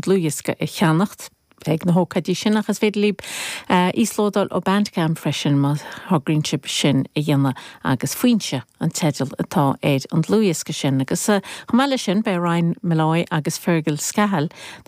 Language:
Irish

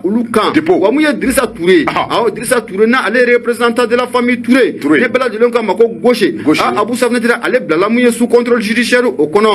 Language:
Bambara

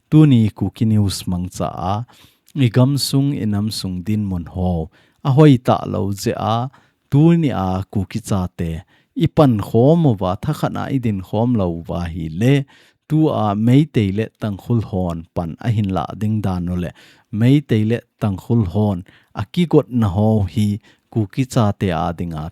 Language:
Thado Chin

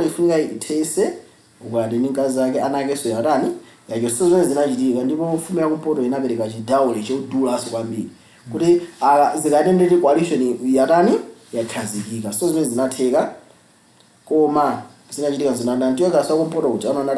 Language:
Nyanja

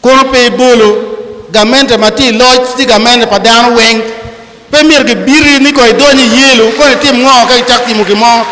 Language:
Acoli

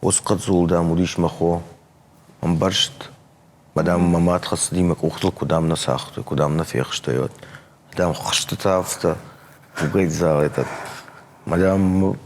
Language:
Ossetic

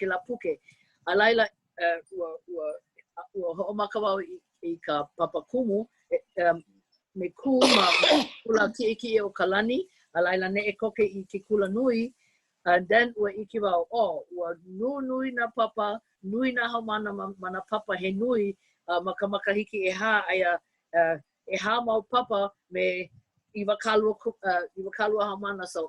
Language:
Hawaiian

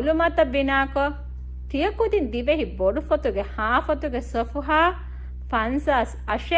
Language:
Divehi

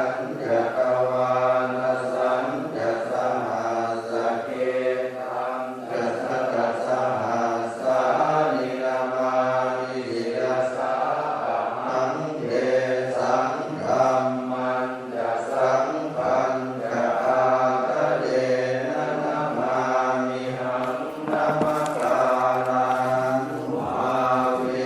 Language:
Pali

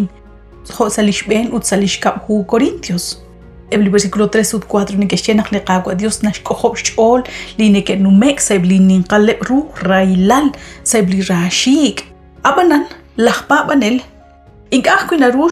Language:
Kekchí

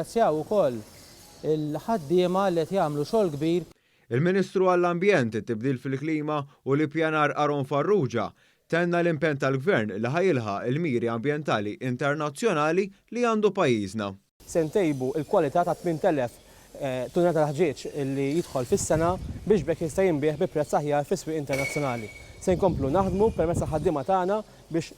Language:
Maltese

